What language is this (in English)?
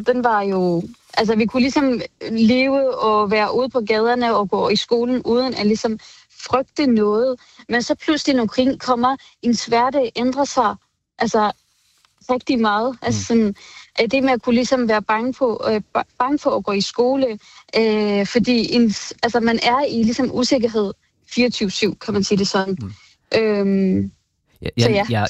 Danish